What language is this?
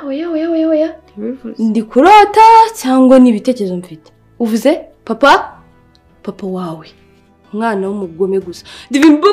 Kinyarwanda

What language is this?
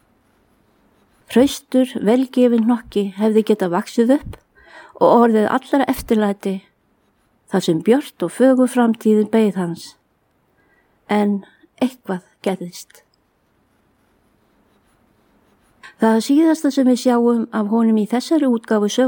Icelandic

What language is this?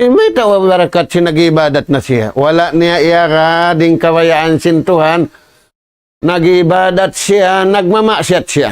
Tausug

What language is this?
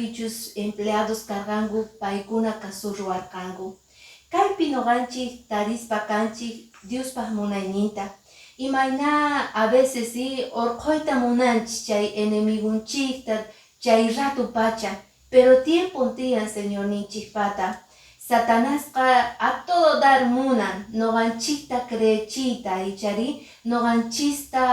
Quechua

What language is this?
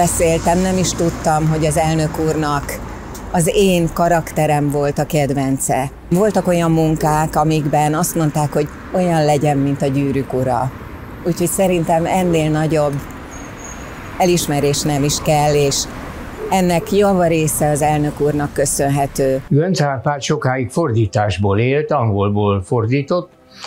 Hungarian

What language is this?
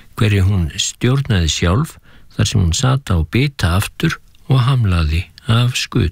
Icelandic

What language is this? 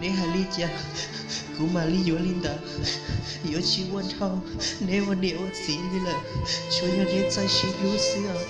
Hmong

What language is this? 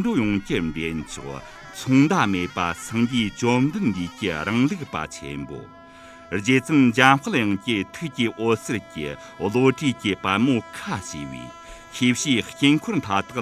Tibetan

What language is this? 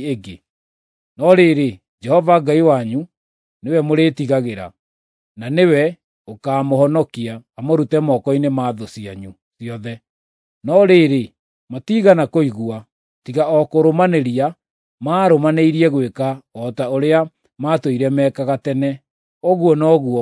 Kikuyu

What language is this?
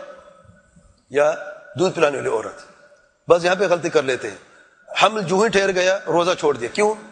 Urdu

